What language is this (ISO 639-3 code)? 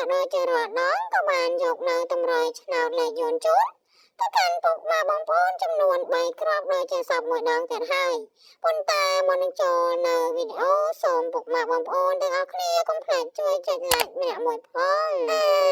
khm